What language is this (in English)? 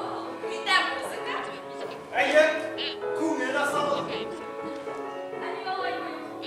Bashkir